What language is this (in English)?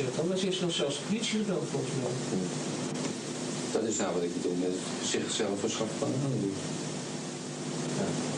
Dutch